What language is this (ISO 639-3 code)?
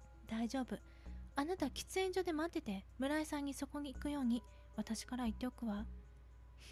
jpn